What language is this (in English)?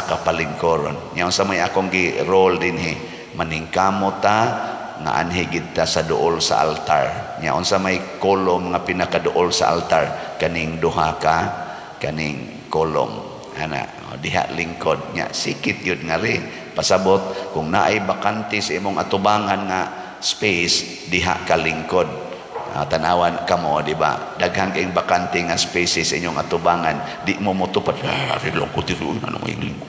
Cebuano